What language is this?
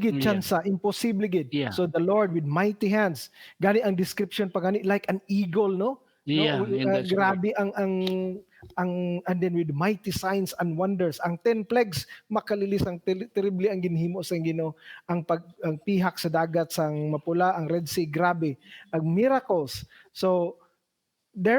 Hiligaynon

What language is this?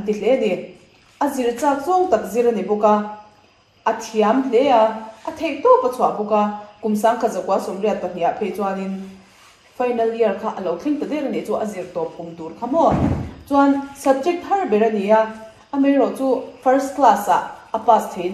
Mizo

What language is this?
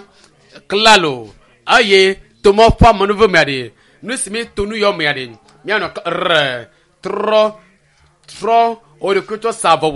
Ewe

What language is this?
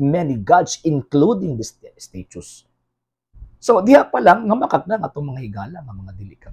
Cebuano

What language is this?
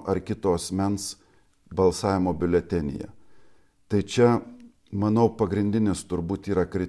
Lithuanian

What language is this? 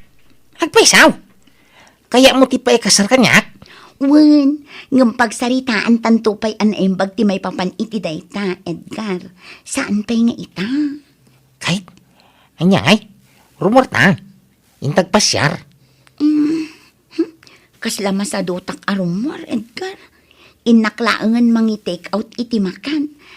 Iloko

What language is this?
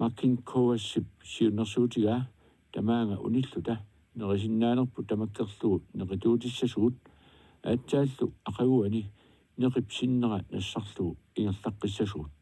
Kalaallisut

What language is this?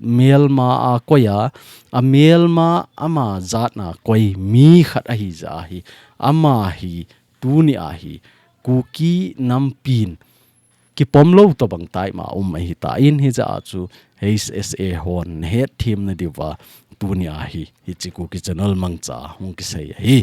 Thado Chin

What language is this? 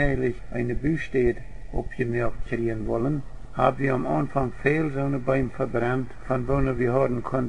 Plautdietsch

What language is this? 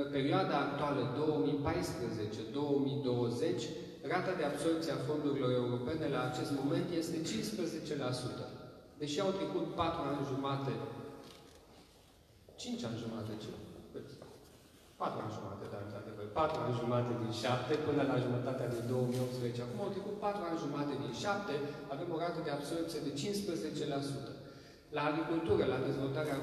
Romanian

